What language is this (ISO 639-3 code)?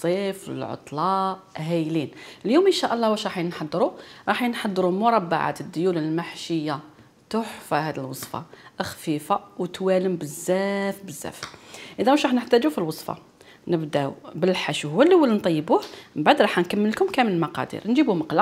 arq